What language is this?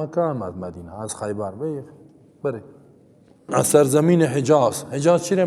Persian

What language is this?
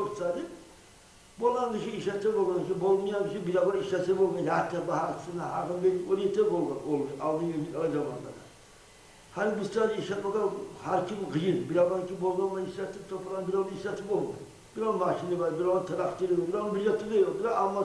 Kumyk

